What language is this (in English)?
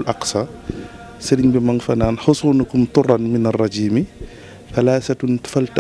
Wolof